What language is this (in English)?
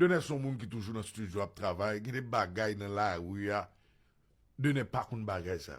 Haitian Creole